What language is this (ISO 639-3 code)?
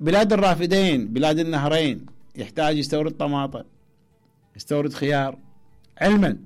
acm